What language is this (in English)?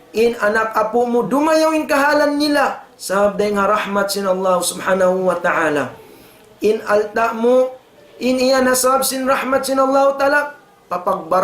Tausug